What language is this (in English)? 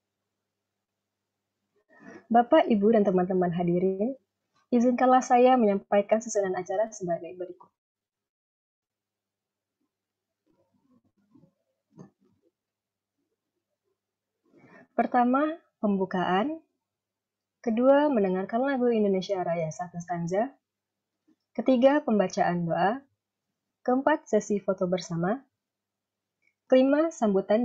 Indonesian